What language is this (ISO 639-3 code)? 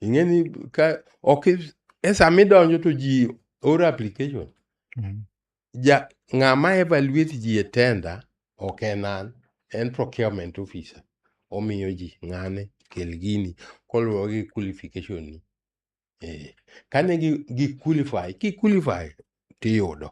luo